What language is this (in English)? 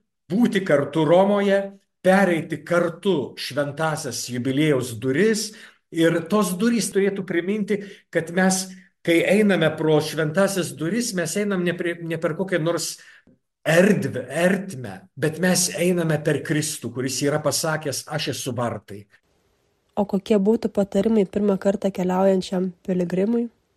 Lithuanian